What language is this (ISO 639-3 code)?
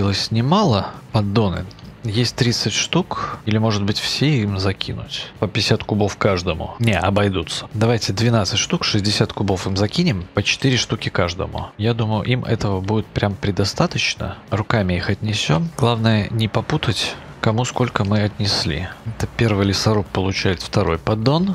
rus